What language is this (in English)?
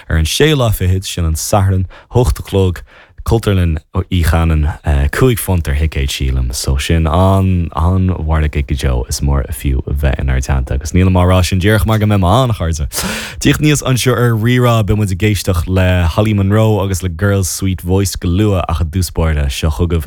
Irish